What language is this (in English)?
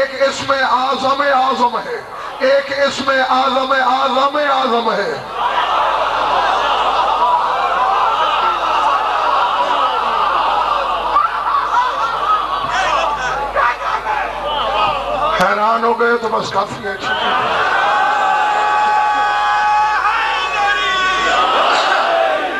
Urdu